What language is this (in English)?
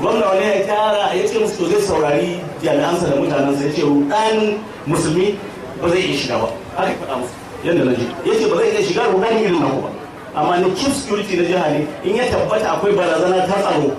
Hausa